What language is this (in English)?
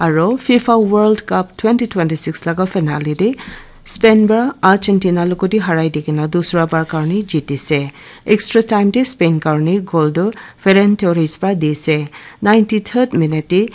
Naga Pidgin